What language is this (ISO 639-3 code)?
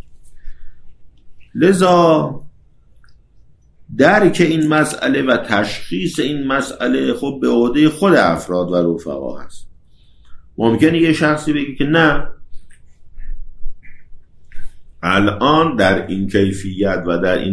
fas